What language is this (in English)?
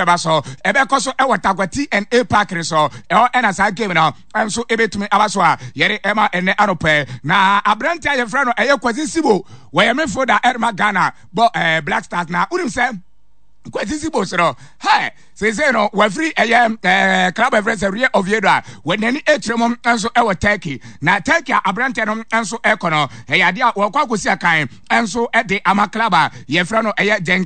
Akan